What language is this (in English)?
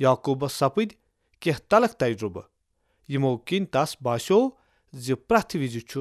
Kashmiri